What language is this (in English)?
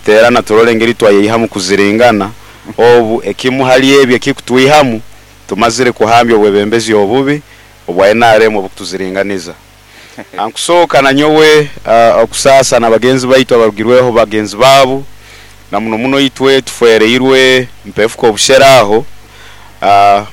Nyoro